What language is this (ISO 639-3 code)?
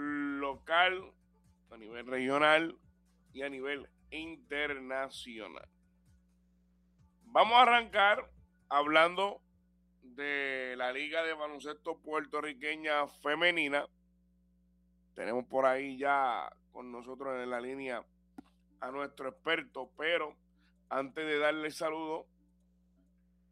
spa